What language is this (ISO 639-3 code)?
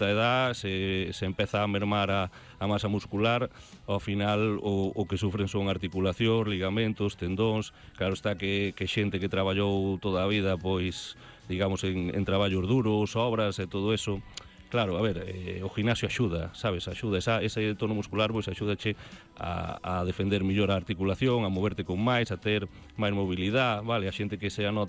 glg